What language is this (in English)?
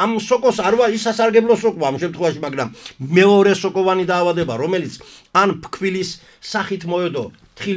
Georgian